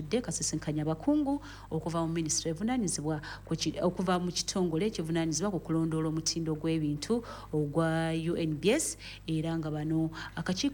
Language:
Ganda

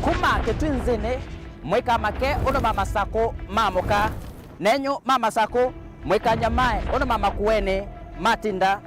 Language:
Kamba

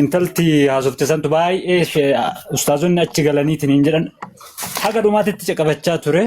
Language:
Oromo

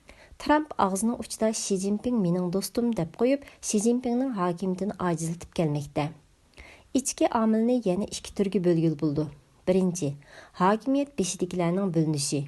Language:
Uyghur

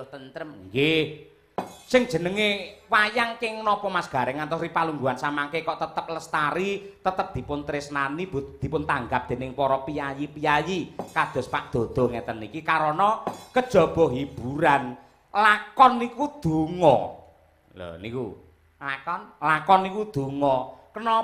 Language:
Javanese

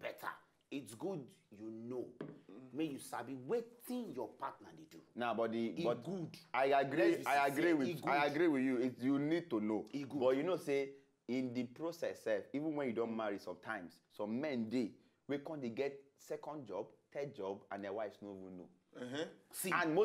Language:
Nigerian Pidgin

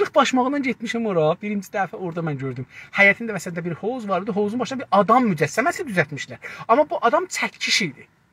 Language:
South Azerbaijani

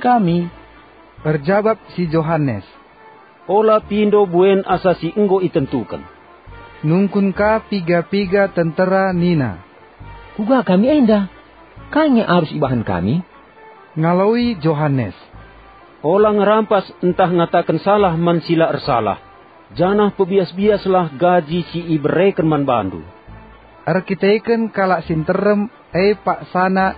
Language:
Batak Karo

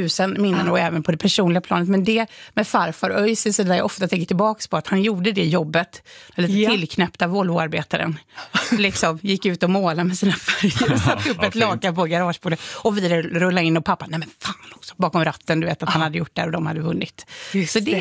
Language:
Swedish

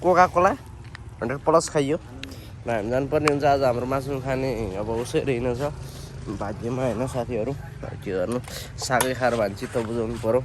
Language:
Nepali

